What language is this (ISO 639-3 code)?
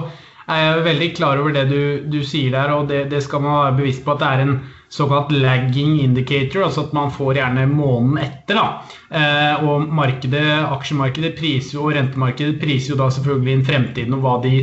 nor